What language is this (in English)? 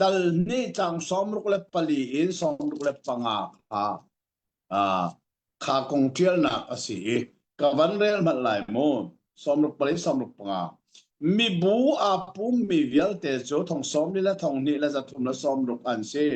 Hakha Chin